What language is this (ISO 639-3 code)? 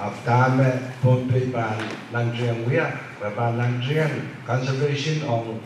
pon